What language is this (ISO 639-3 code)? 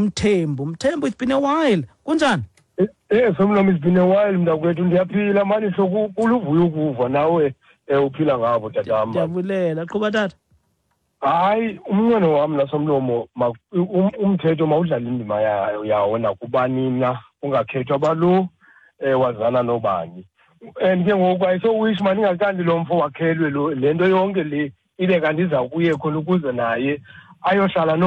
xho